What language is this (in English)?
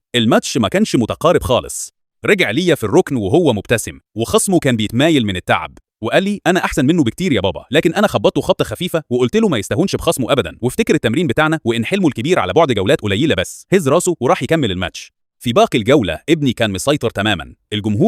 Egyptian Arabic